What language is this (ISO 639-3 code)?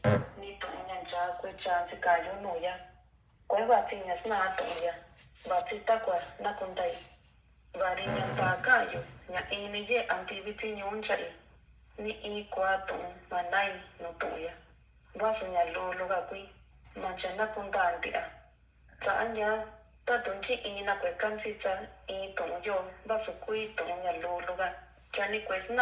mix